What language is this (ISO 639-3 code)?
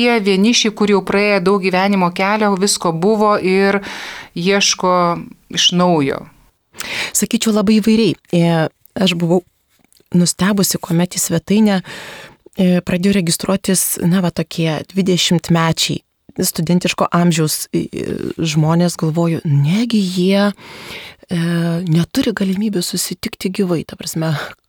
lit